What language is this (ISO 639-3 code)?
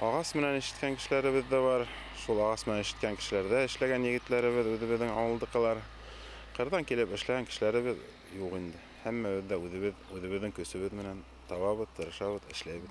bak